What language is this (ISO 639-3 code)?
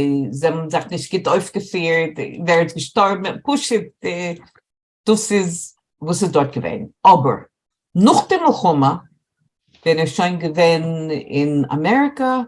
yid